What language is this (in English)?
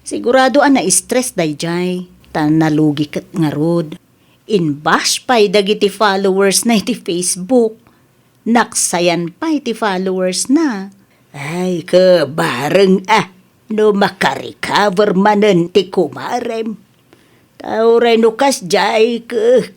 Iloko